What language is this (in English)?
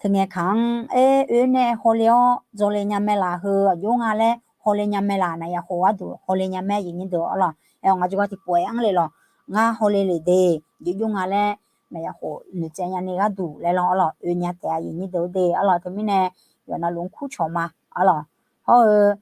Akha